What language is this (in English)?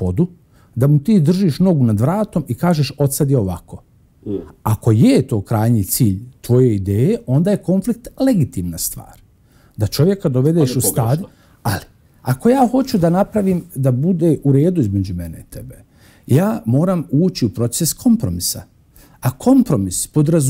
Bosnian